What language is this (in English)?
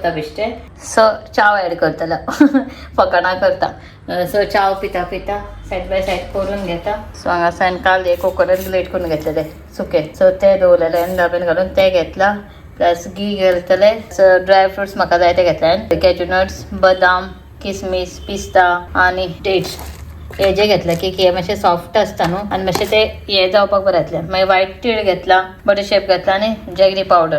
Konkani